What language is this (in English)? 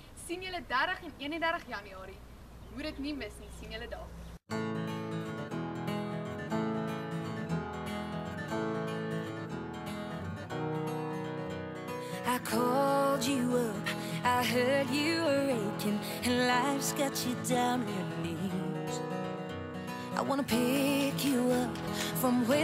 Afrikaans